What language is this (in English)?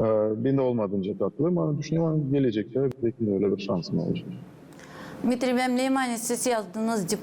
Gagauz